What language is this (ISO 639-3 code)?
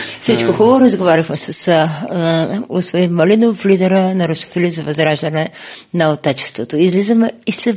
bul